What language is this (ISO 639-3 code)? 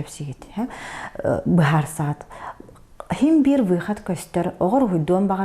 sah